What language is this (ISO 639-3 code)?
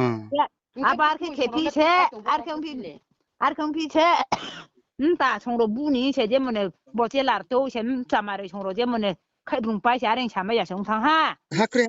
ria